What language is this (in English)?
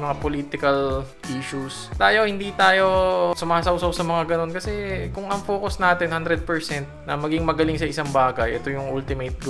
Filipino